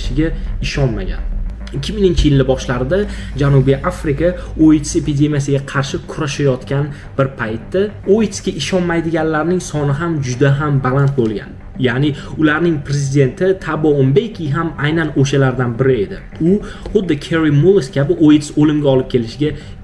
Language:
Uzbek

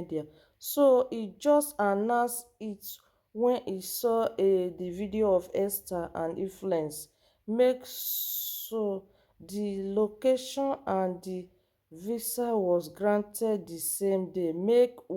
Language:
Nigerian Pidgin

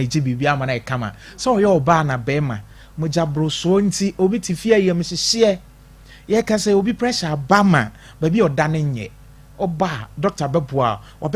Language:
Akan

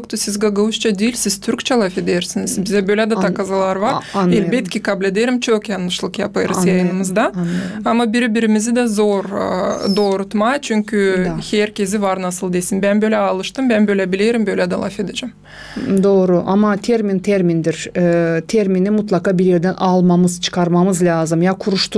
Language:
Gagauz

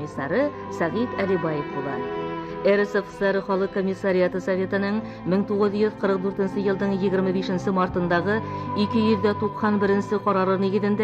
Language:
Bashkir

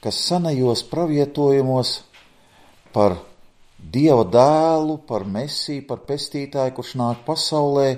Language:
Latvian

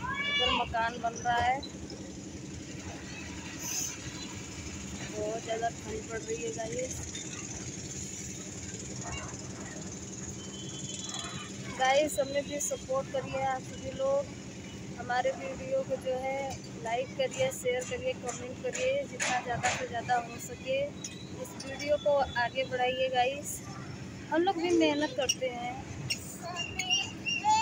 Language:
Hindi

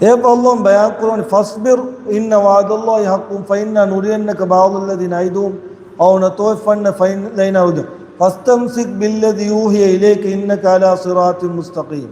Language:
Divehi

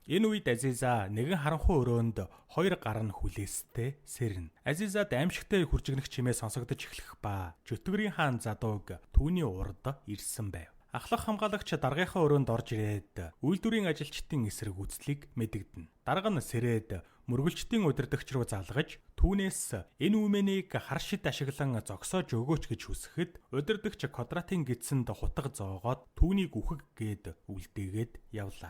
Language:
Mongolian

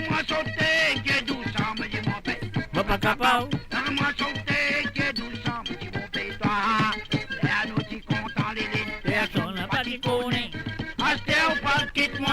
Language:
Morisyen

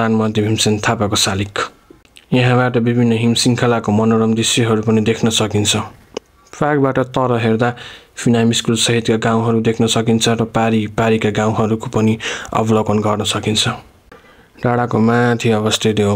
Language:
Nepali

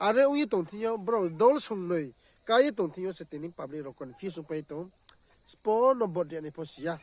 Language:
Riang (India)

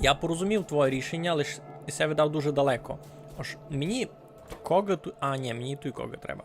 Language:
Rusyn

